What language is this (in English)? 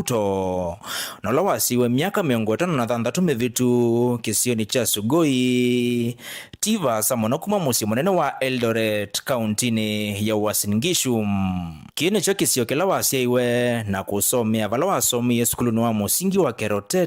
Kamba